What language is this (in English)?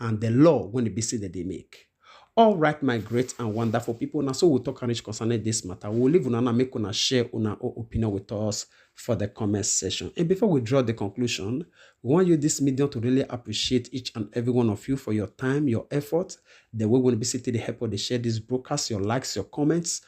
Nigerian Pidgin